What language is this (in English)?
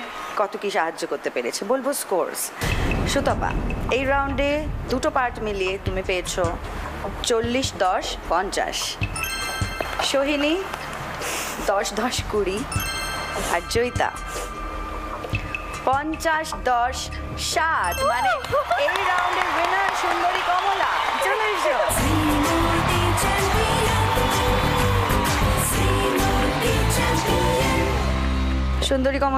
Bangla